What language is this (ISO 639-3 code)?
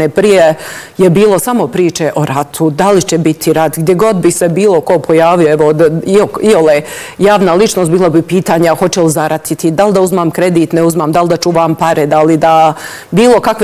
bos